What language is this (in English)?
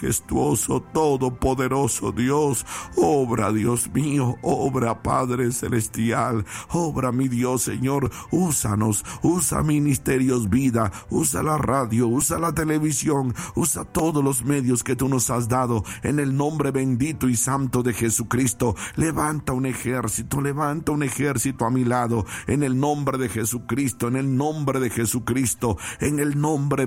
Spanish